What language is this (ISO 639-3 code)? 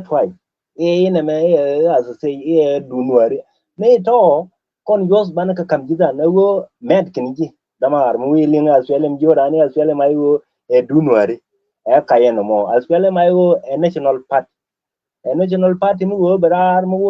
nus